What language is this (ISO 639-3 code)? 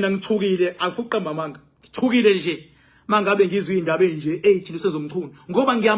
zul